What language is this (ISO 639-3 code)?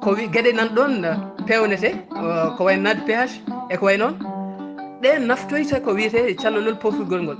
ful